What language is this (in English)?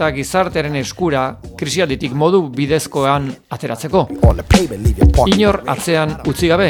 Basque